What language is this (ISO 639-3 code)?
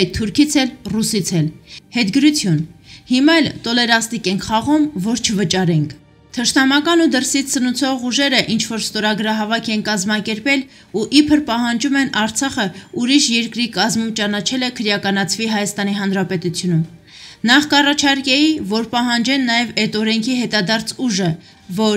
hye